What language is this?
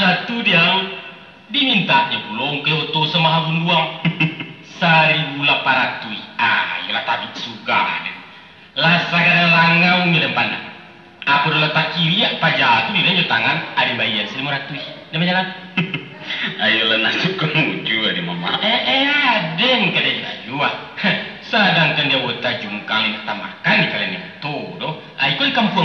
Minangkabau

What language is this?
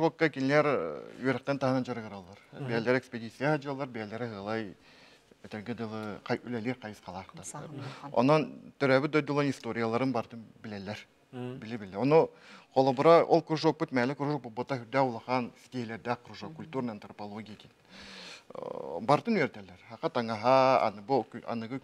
Yakut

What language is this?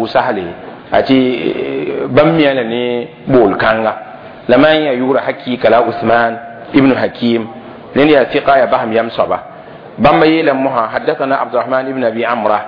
Mossi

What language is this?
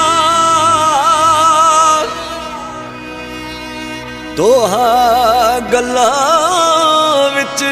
Punjabi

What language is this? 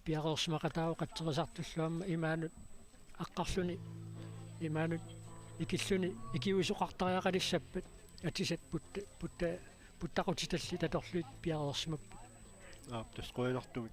Kalaallisut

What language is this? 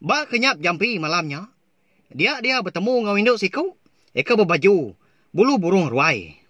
Iban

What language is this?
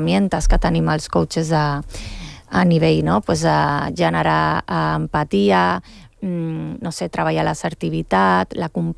Catalan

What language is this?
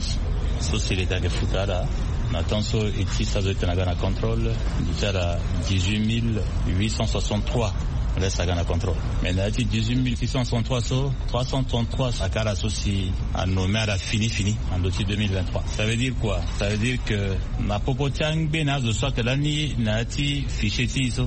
Sango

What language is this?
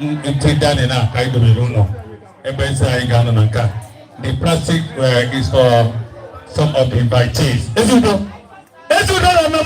Igbo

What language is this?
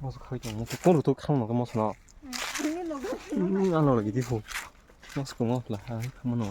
Kok Borok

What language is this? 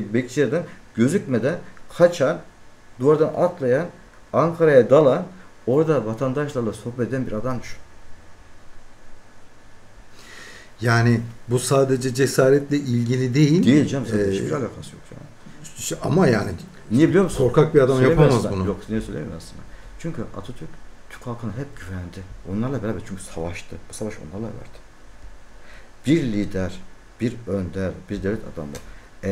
Turkish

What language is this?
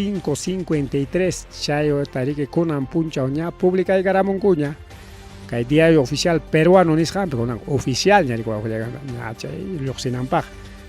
Ayacucho Quechua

